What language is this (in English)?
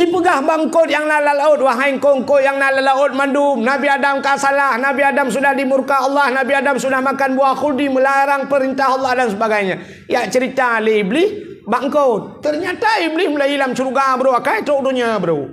Achinese